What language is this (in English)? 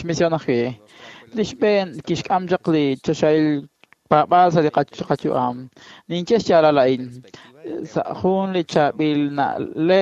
Kekchí